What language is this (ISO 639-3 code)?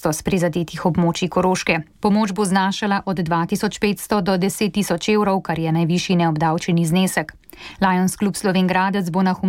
slv